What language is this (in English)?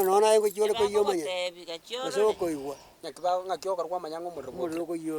Gusii